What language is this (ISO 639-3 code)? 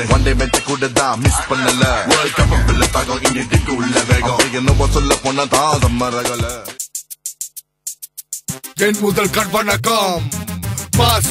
tam